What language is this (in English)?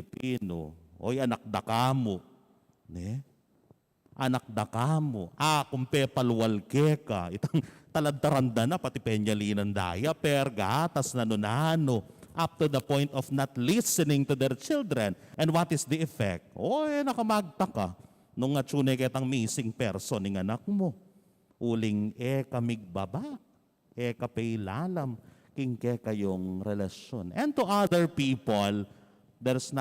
Pampanga